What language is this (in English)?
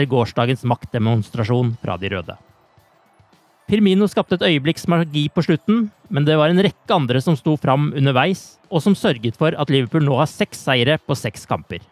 Norwegian